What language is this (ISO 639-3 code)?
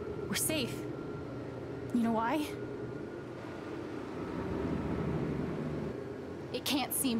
slk